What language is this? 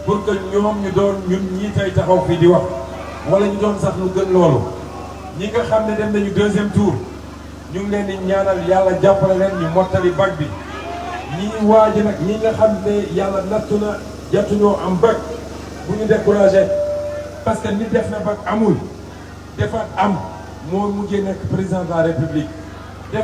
Wolof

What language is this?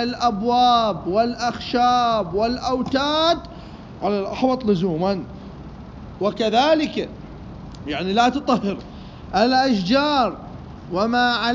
Mesopotamian Arabic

